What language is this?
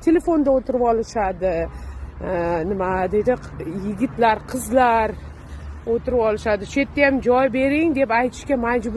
Uzbek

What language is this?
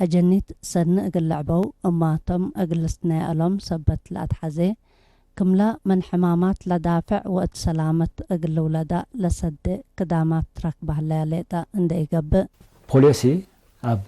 Tigre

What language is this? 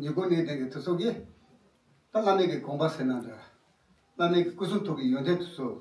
Tibetan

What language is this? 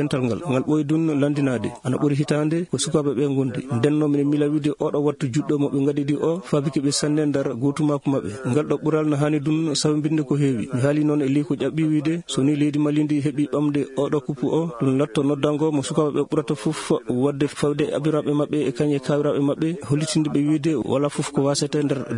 Maasina Fulfulde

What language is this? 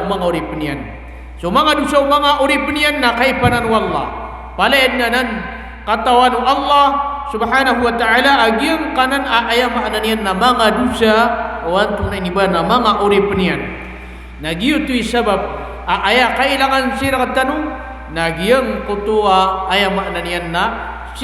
Maranao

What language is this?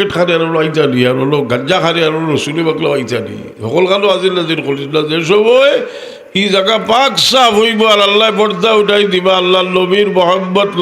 Sylheti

